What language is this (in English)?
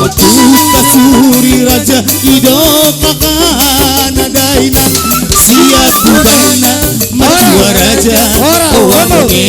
Batak Toba